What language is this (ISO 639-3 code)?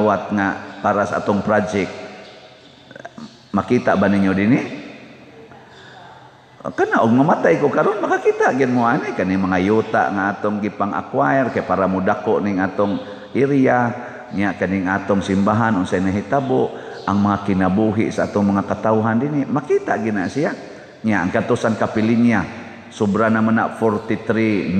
ceb